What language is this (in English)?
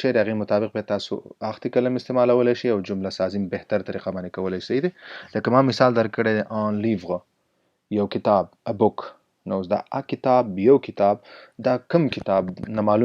Pashto